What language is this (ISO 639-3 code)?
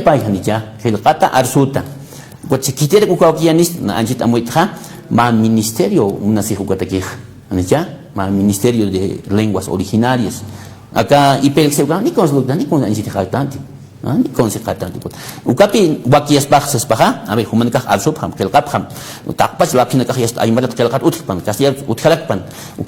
aym